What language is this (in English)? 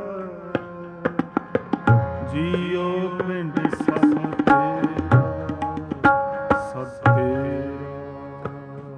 Punjabi